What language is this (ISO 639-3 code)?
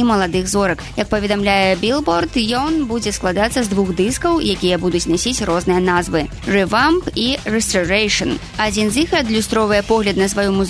bel